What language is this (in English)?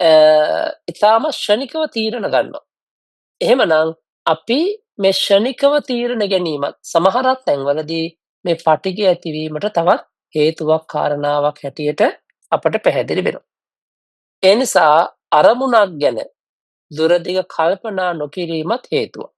Sinhala